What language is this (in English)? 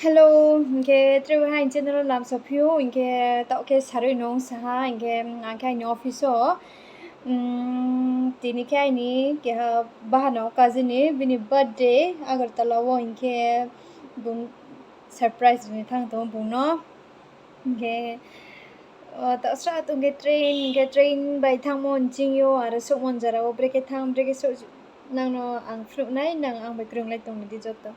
Riang (India)